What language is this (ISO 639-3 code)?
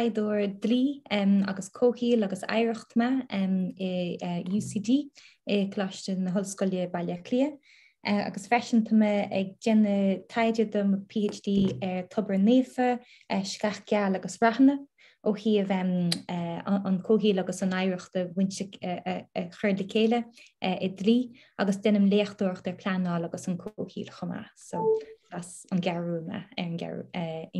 gle